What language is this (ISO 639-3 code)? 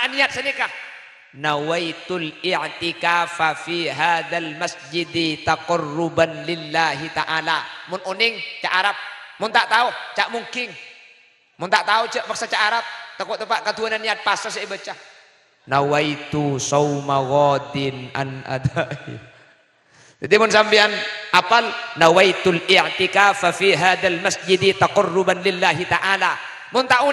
mad